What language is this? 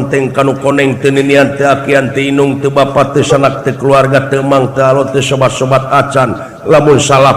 Sundanese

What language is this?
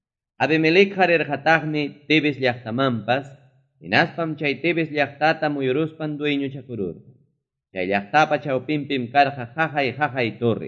Ayacucho Quechua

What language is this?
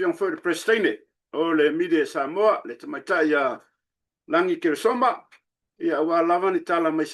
Samoan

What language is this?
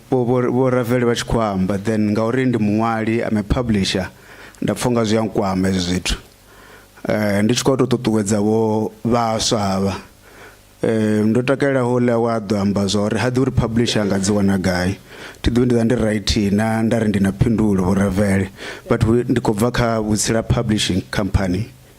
Venda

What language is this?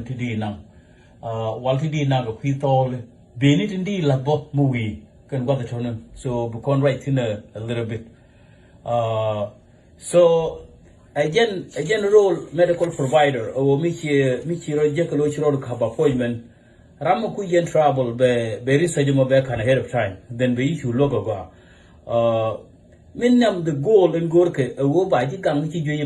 Nuer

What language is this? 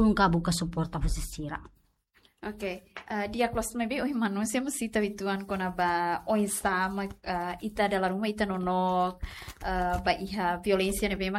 Tetum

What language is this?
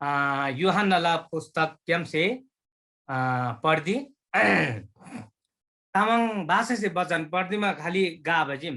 Eastern Tamang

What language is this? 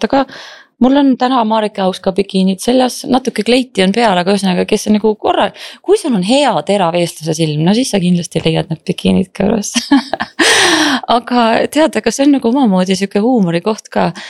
Estonian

